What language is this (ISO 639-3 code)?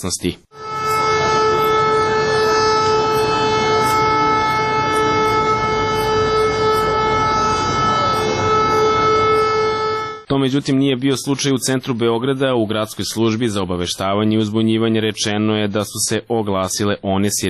srp